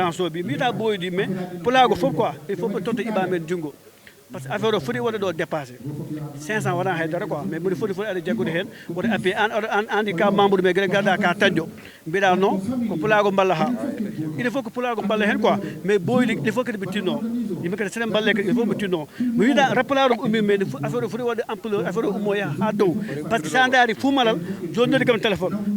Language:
Fula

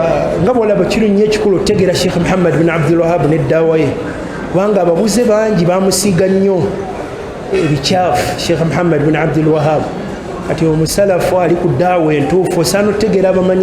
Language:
Ganda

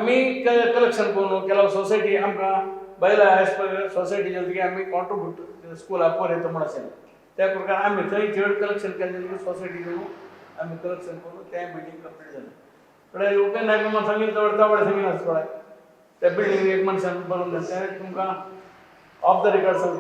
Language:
Konkani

